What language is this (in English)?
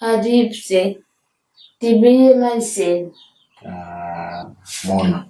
Nyanja